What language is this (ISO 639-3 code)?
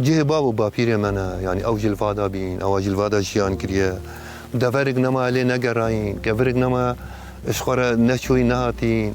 kur